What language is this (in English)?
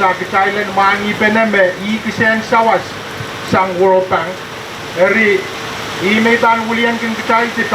Pohnpeian